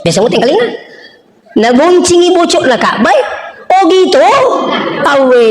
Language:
Buginese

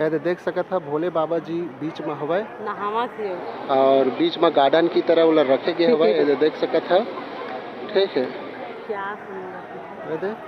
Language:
Chhattisgarhi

